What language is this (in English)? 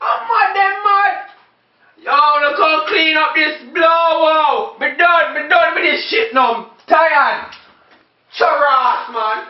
Jamaican Creole English